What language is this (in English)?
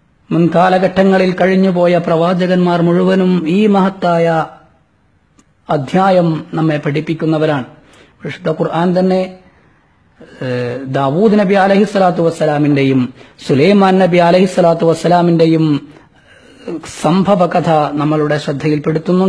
Malayalam